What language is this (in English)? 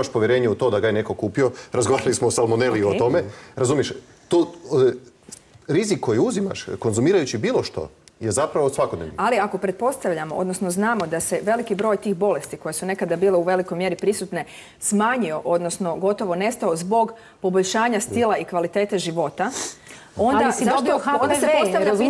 Croatian